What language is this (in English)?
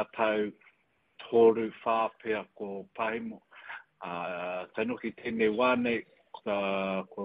Māori